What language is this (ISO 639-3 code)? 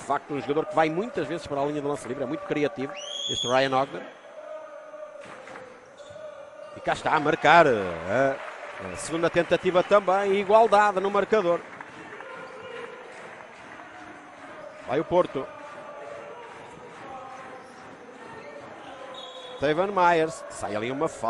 por